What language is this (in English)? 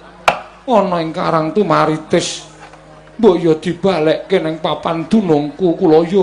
Javanese